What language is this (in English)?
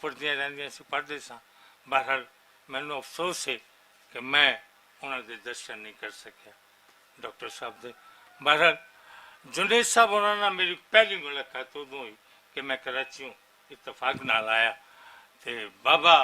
Western Panjabi